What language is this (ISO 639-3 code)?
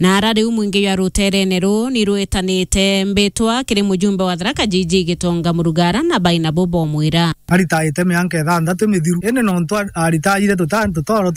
mer